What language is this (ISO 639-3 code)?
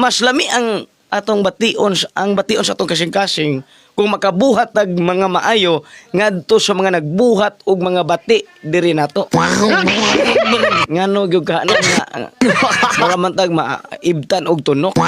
ceb